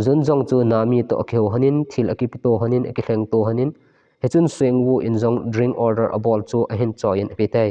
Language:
Thado Chin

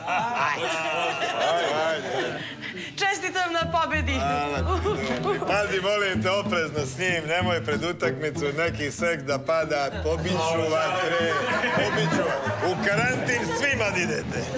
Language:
Serbian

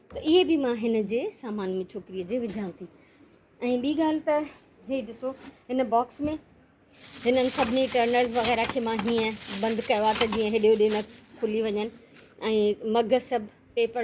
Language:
Sindhi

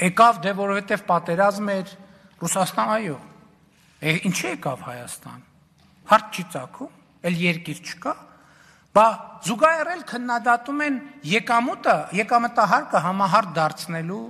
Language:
Armenian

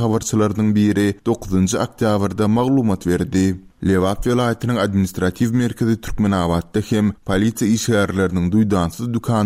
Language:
Turkmen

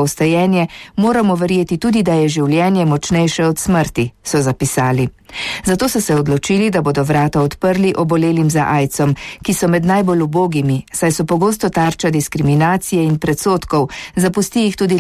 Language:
Slovenian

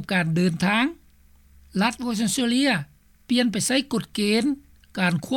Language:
Lao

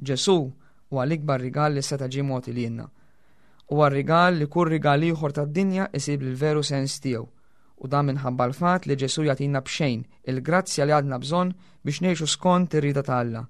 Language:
Maltese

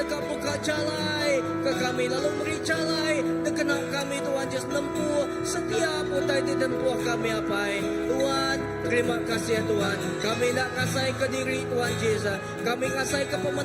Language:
Iban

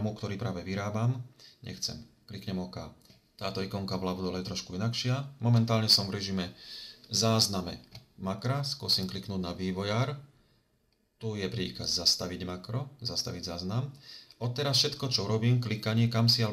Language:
Slovak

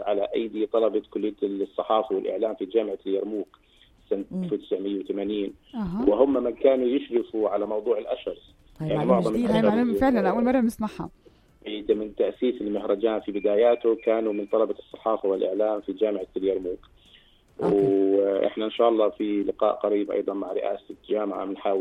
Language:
North Levantine Arabic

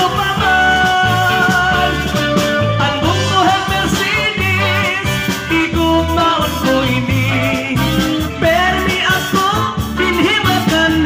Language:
Waray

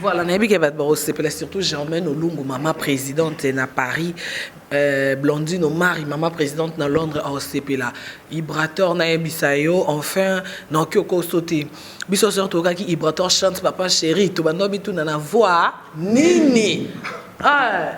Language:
Lingala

